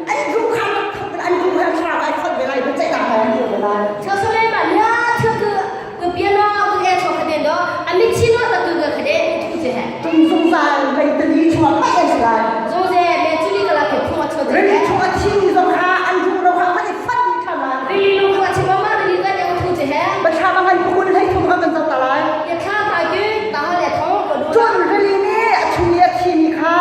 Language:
Hakha Chin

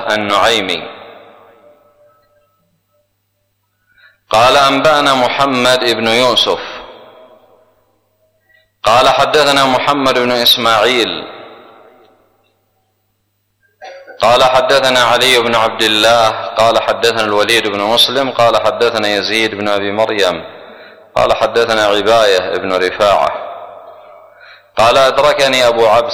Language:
Arabic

